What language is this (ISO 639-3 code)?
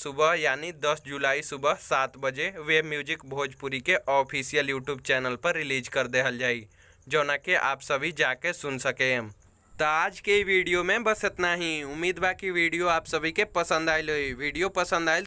bho